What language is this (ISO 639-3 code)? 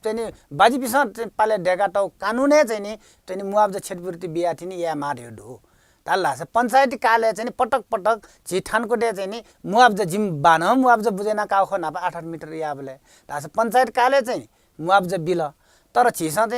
new